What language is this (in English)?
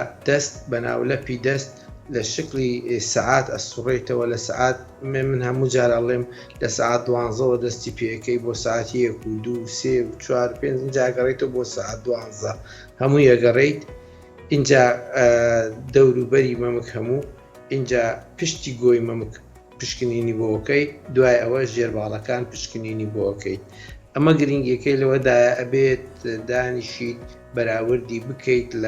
Central Kurdish